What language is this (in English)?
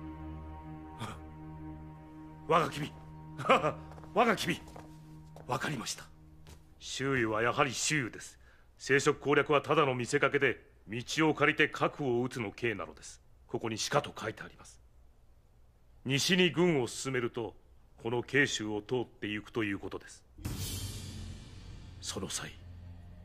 Japanese